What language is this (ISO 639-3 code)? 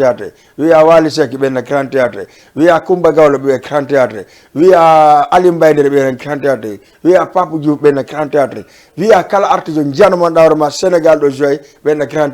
ful